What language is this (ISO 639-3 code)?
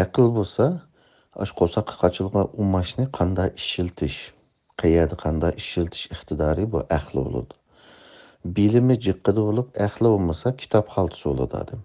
uig